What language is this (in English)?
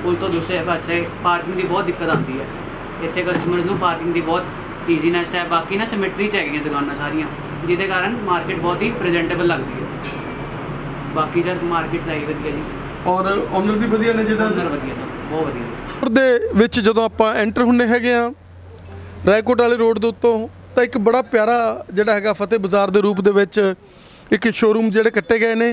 Punjabi